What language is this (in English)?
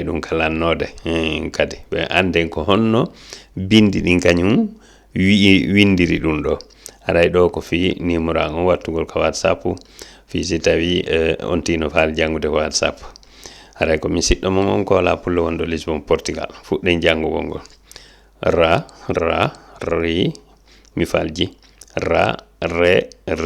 Fula